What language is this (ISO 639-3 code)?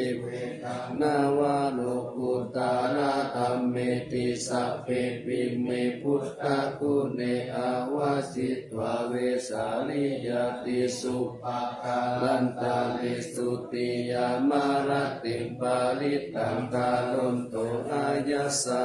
pli